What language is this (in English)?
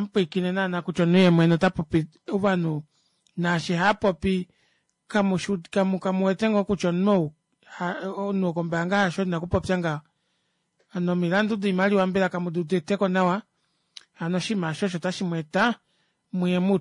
Kuanyama